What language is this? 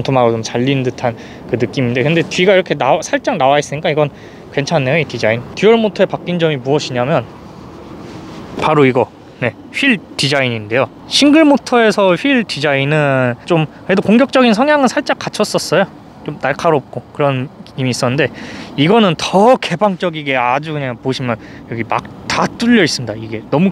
Korean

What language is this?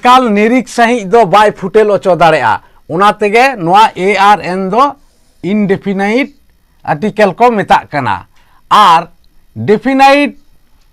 Santali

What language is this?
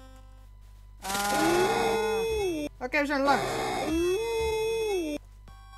Dutch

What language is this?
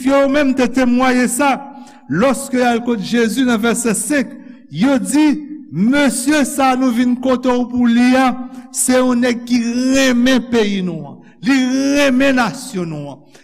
Haitian Creole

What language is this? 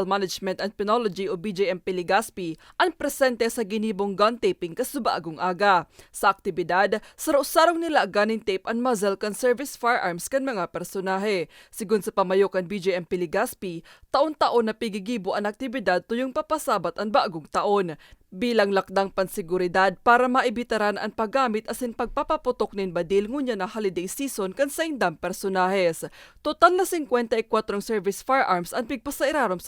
Bikol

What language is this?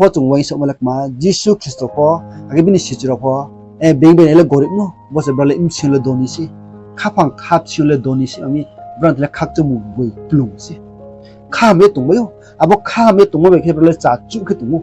Riang (India)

